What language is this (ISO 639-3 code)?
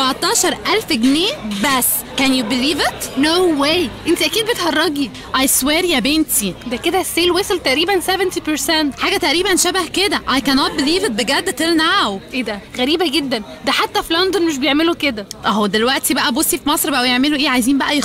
arz